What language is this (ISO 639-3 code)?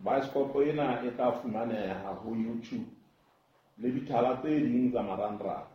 sot